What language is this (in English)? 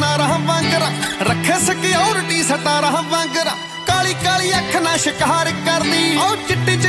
Punjabi